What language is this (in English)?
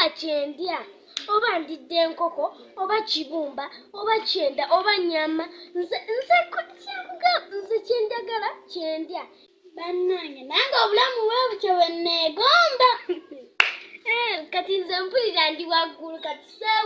Ganda